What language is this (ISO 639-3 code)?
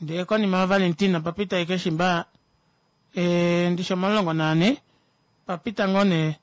kua